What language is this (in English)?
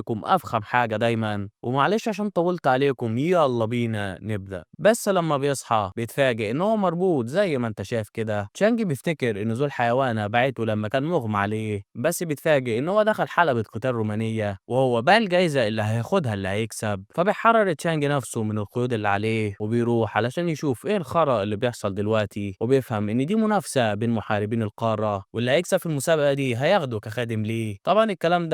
Egyptian Arabic